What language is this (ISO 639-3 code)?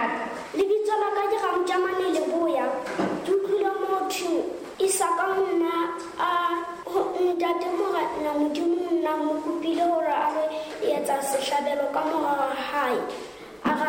sot